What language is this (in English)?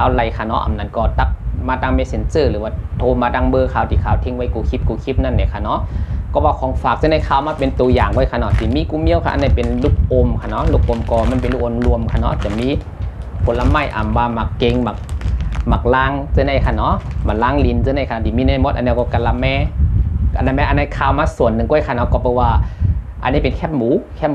Shan